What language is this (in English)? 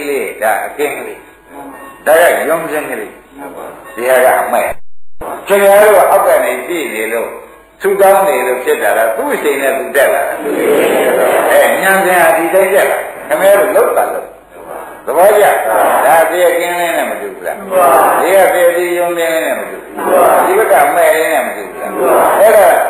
Burmese